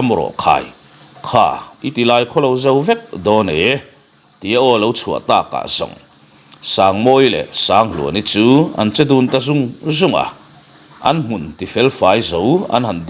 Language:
Mizo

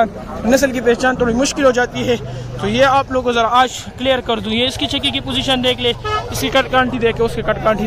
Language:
Hindi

